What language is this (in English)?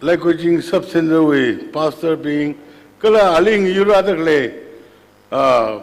Tangkhul Naga (India)